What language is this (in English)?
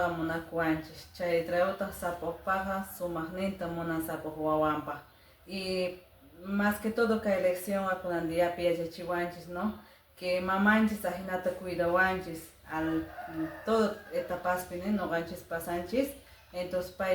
Quechua